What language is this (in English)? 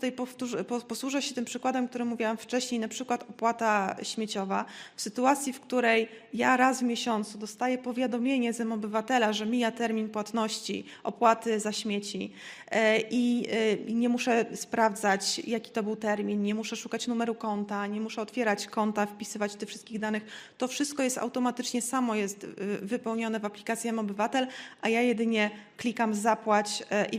Polish